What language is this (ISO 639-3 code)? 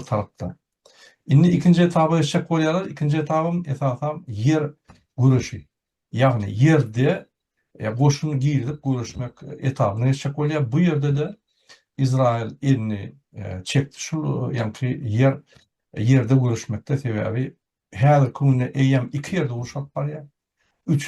tuk